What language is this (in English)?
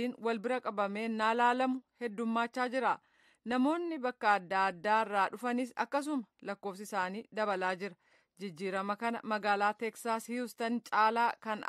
Oromo